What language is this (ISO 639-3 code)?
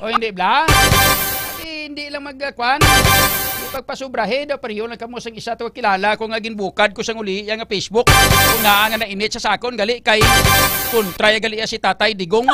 hil